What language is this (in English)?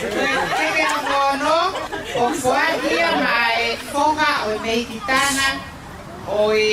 Tongan